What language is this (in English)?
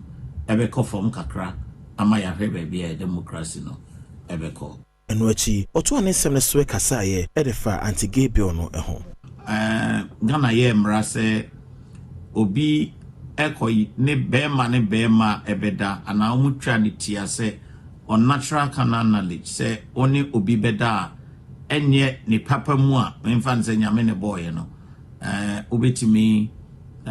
Akan